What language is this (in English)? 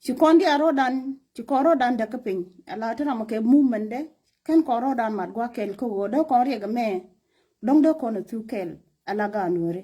Nuer